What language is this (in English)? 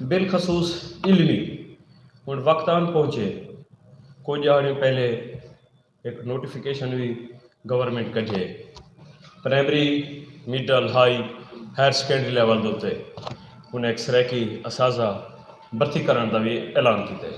Saraiki